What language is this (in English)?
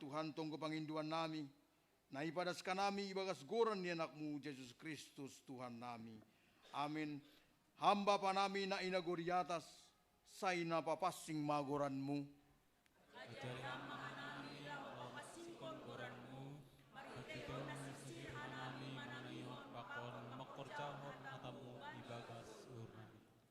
Batak Simalungun